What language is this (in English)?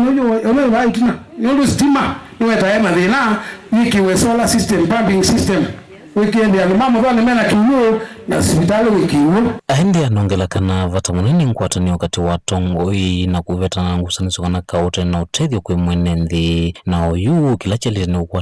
Kamba